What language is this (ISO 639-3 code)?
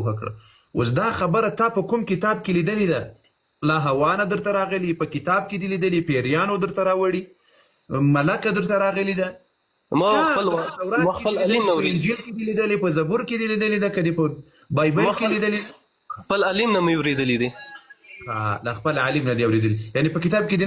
pus